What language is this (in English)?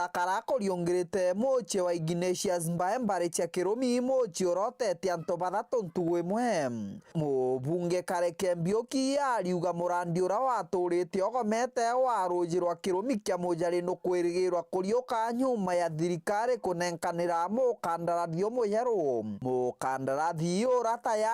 Meru